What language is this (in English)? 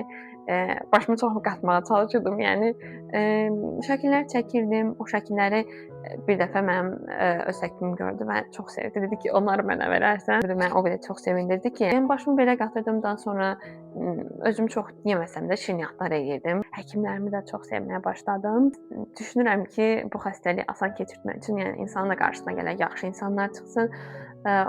Azerbaijani